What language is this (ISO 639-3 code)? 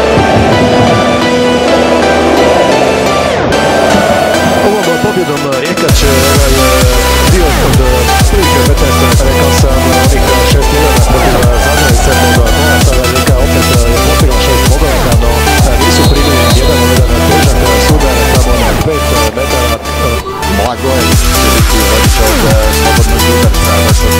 hrv